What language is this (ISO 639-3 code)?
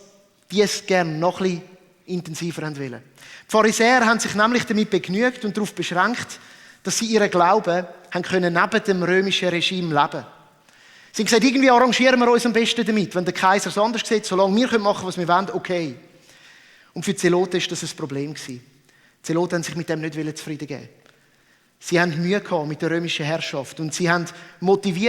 gsw